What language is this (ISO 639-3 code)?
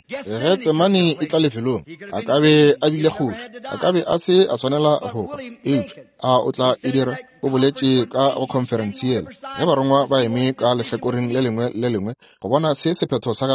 nso